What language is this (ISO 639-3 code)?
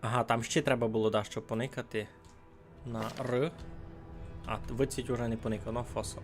rue